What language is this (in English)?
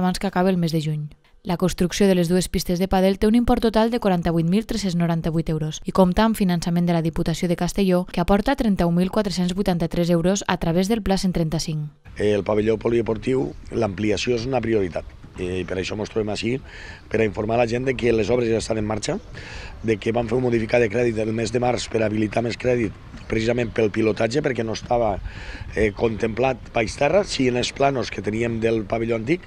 Catalan